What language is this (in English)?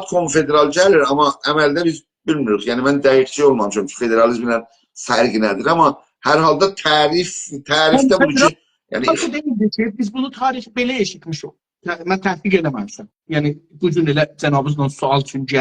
South Azerbaijani